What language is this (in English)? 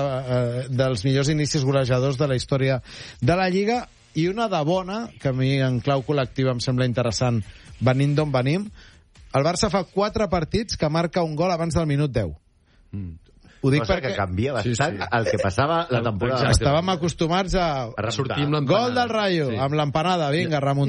Catalan